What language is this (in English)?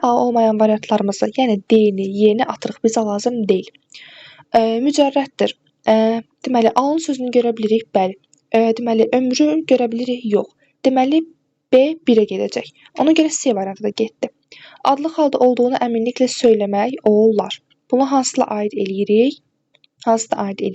Azerbaijani